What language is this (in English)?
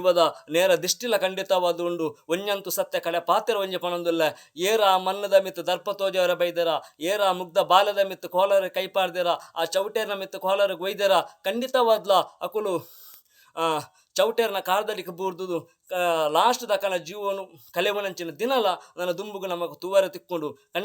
Tulu